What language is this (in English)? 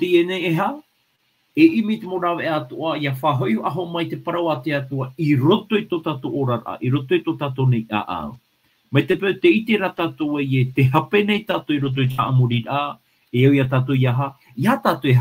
Tahitian